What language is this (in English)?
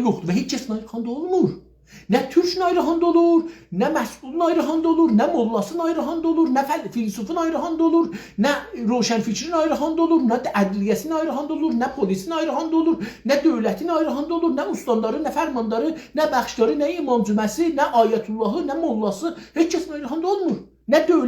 South Azerbaijani